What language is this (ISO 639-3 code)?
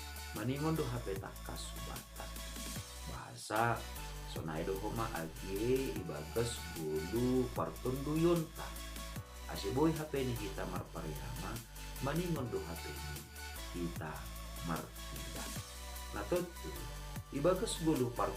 bts